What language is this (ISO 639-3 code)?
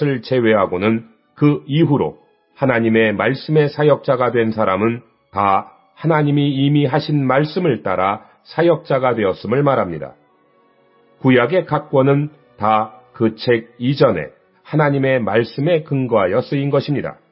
kor